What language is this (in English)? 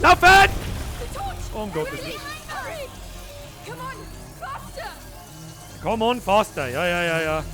Bavarian